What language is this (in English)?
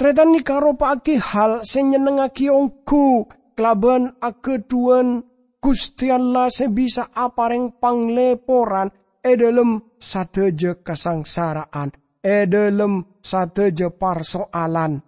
Madurese